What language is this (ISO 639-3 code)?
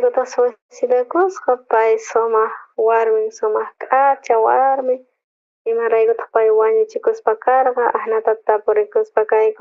quh